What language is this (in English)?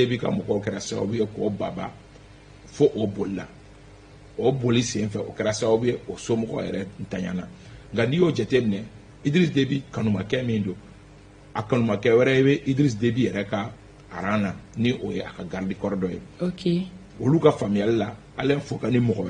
Bambara